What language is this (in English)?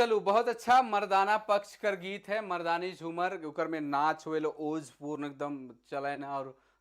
Sadri